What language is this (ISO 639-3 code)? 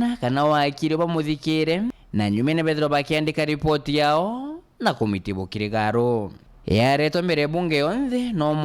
mer